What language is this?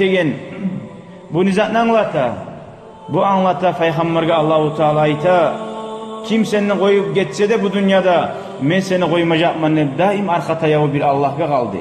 Kumyk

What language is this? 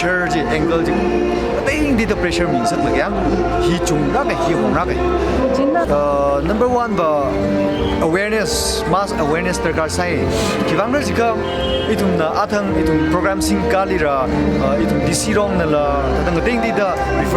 Tangkhul Naga (India)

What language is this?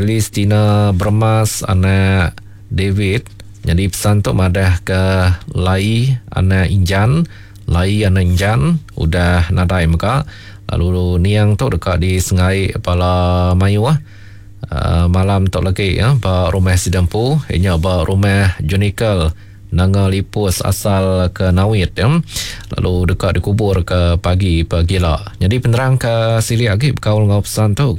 Iban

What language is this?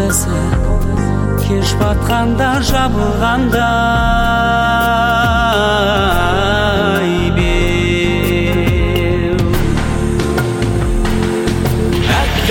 Kazakh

